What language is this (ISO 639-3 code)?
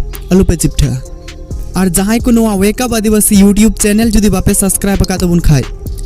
sat